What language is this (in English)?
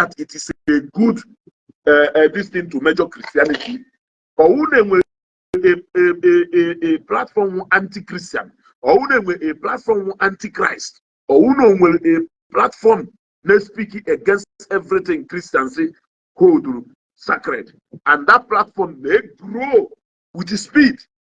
Igbo